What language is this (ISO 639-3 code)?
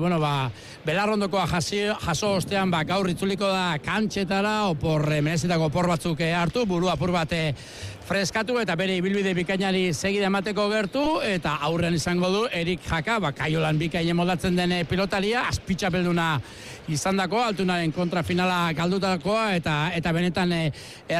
eus